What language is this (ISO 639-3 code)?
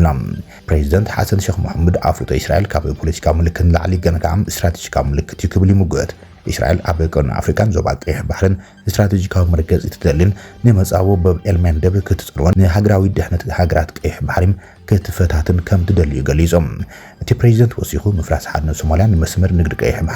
tir